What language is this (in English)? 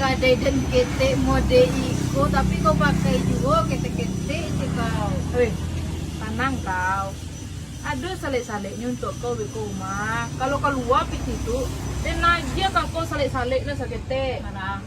Minangkabau